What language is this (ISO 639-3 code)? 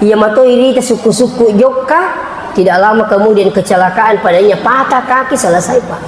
bug